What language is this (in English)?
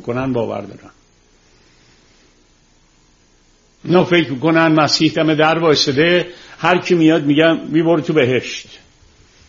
Persian